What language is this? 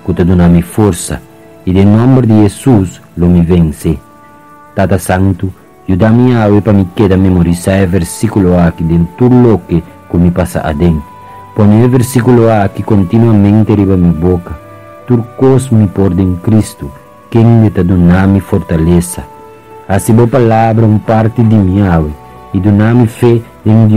Papiamento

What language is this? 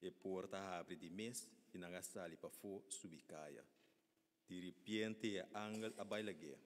Papiamento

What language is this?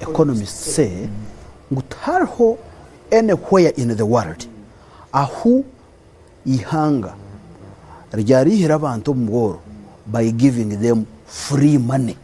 Nyankole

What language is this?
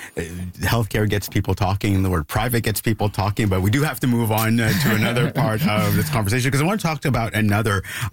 English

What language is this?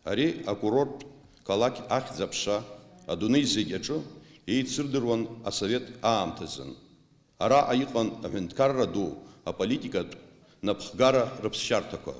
Abkhazian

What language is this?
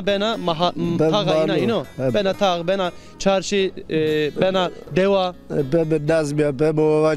Zaza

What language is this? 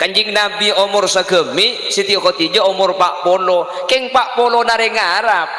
Madurese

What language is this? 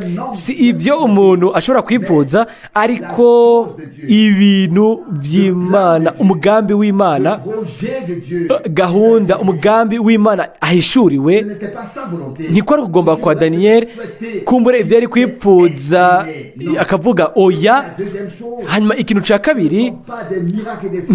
Rundi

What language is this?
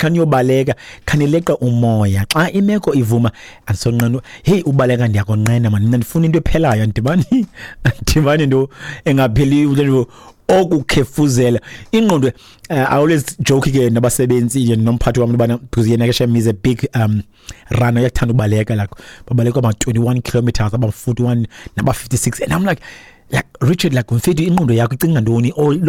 Xhosa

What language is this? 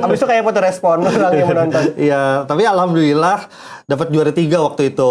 Banjar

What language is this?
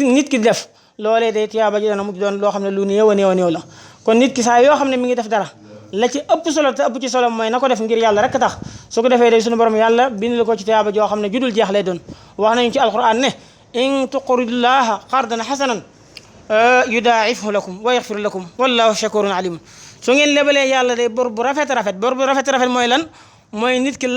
Wolof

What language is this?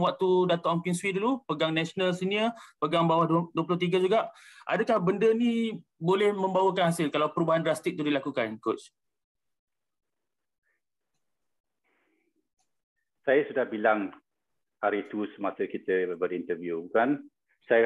Malay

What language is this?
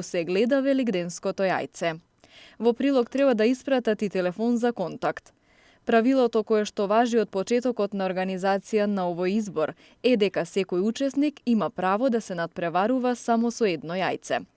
Macedonian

